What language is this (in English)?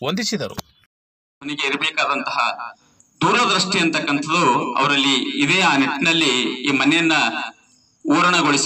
Kannada